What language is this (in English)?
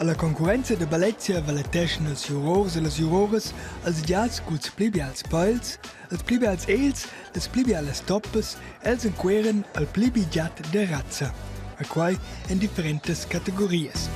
Romansh